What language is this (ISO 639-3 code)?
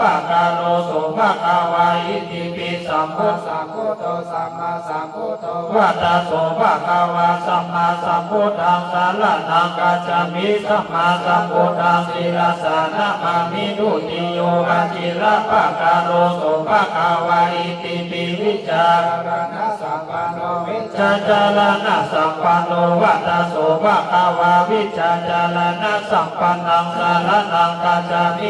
pli